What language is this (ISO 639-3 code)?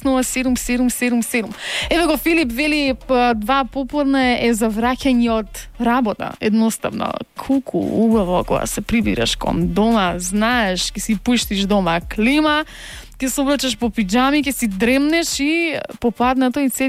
mkd